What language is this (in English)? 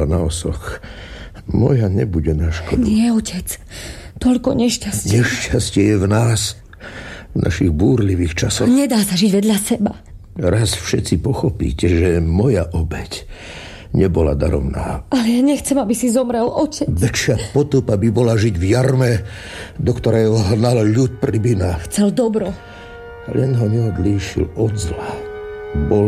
Slovak